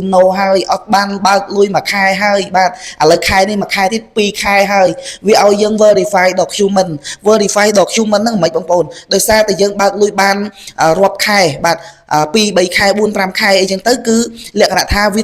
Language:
Khmer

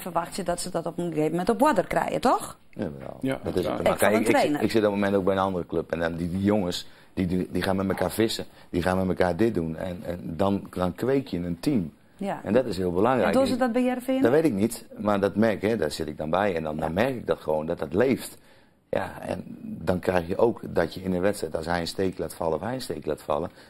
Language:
Western Frisian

